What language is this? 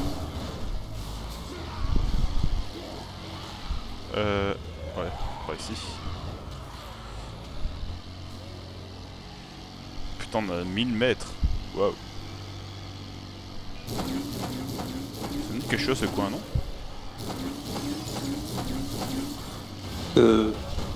French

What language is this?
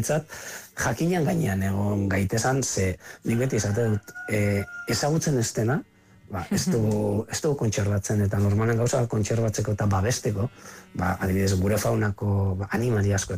Basque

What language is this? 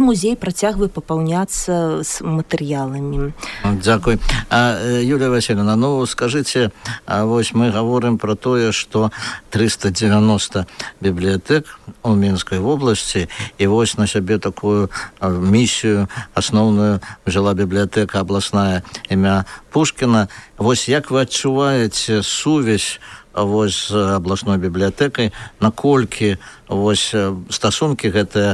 Belarusian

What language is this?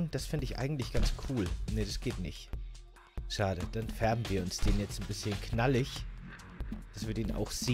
German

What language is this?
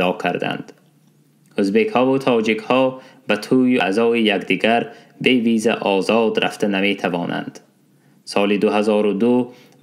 Tajik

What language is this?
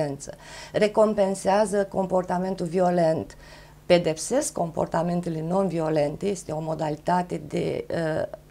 Romanian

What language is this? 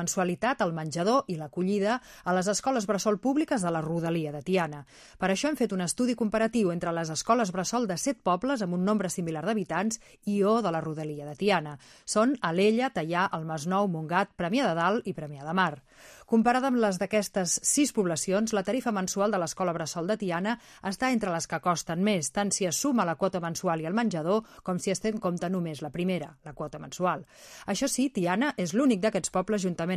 Catalan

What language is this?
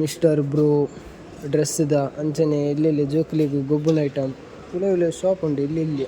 Tulu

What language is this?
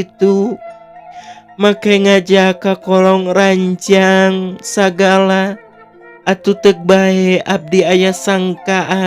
Sundanese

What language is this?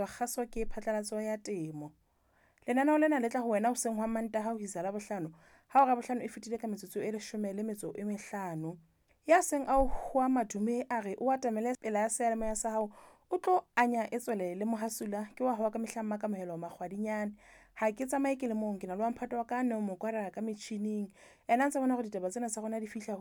Southern Sotho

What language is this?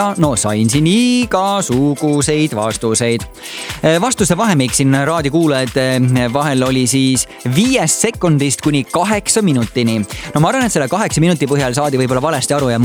Estonian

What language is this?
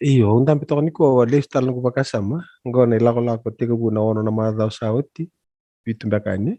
Fijian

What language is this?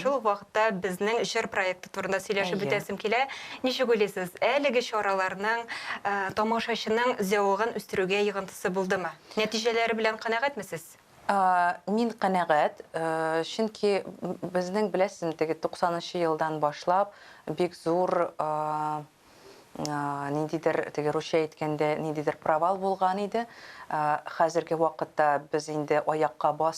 Tatar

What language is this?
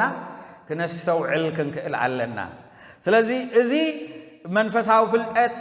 Tigrinya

